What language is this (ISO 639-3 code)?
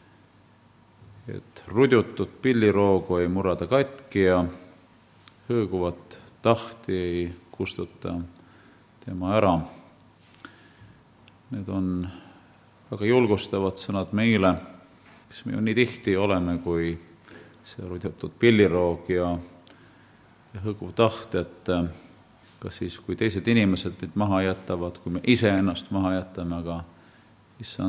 est